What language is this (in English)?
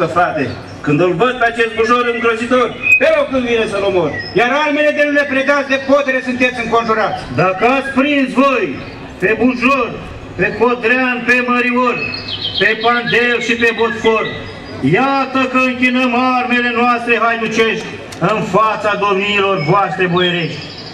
Romanian